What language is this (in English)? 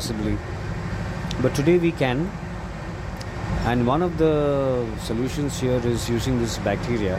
English